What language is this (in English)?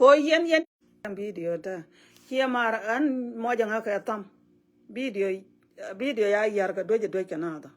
Nuer